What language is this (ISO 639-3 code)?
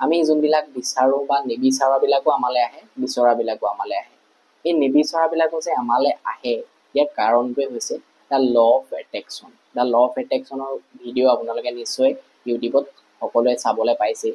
asm